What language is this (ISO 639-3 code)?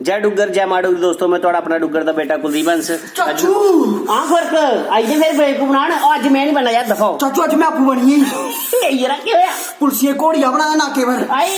doi